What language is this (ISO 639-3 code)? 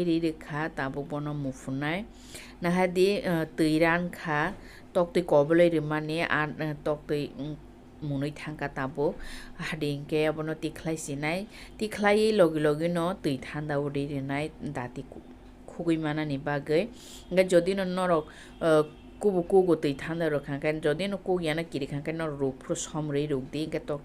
trp